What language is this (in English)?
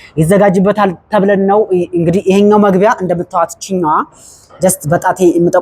Amharic